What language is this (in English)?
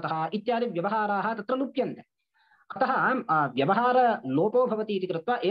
Sanskrit